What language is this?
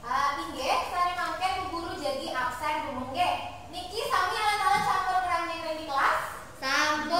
Balinese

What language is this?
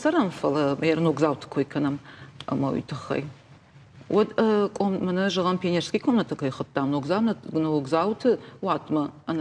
Ossetic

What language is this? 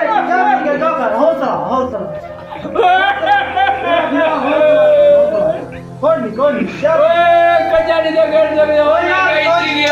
Saraiki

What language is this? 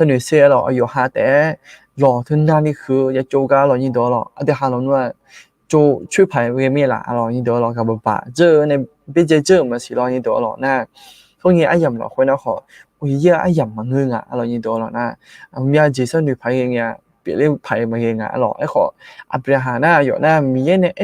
Akha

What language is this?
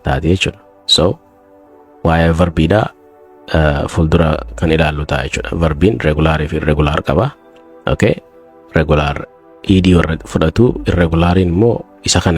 Oromo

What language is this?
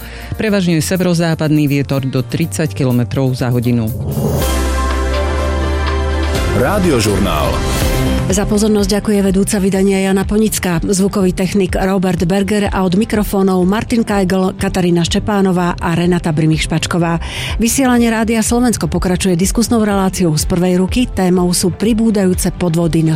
Slovak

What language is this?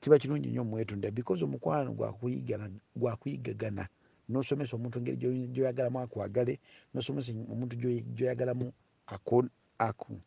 Ganda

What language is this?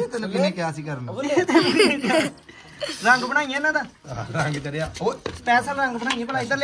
Punjabi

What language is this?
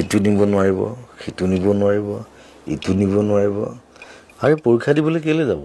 Assamese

